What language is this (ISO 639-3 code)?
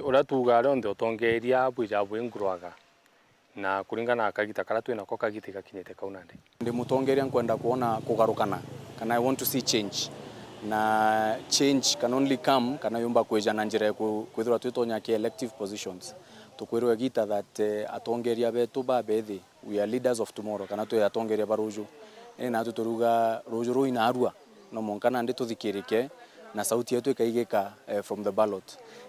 mer